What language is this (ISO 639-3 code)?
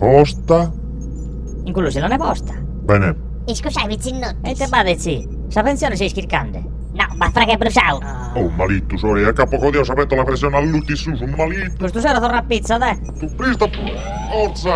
srd